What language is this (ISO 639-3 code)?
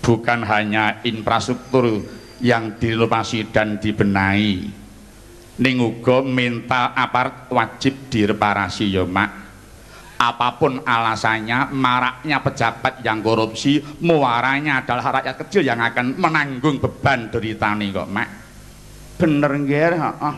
jav